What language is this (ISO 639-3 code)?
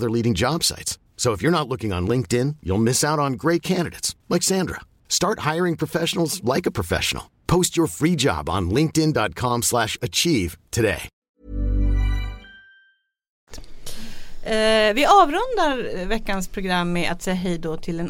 swe